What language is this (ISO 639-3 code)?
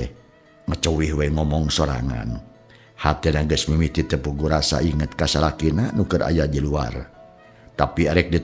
sun